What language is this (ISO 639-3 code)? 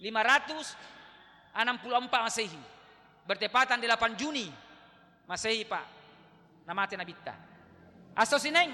bug